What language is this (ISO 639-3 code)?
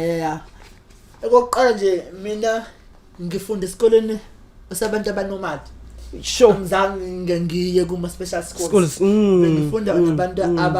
zul